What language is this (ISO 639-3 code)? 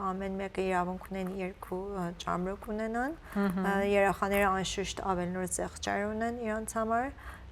hyw